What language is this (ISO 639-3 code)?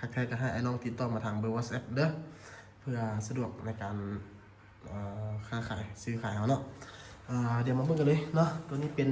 lao